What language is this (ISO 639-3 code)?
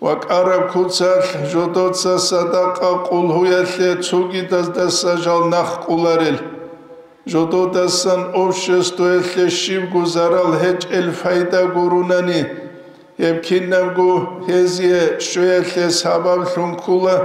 ava